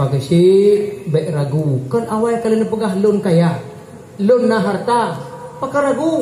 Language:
Achinese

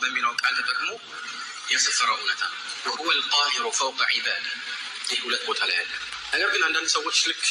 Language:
Amharic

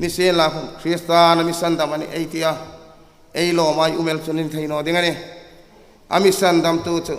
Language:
Hmar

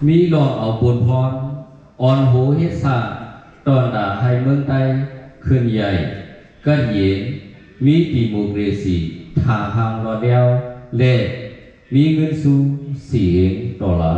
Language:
Shan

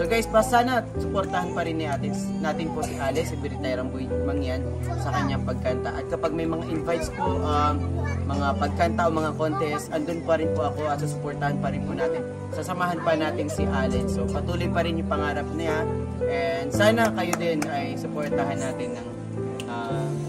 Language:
Filipino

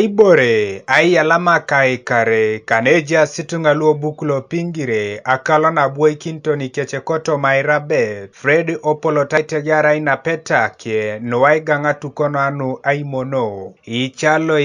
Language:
Teso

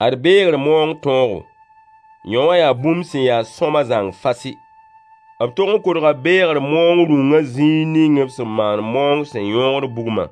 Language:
Mossi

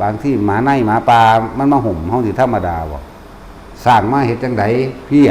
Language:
Northeastern Thai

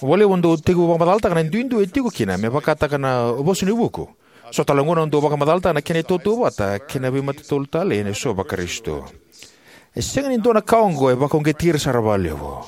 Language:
Fijian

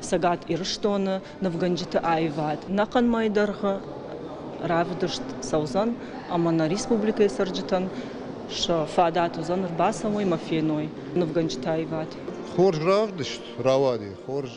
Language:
Ossetic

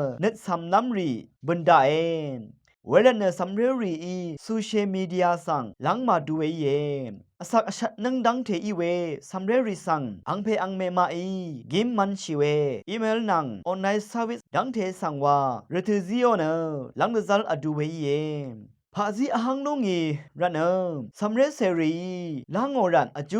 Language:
Rawang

